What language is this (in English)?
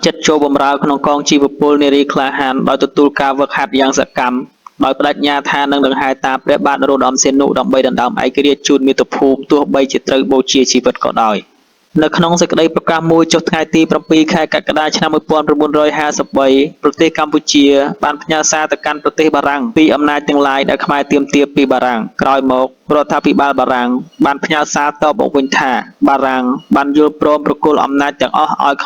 Khmer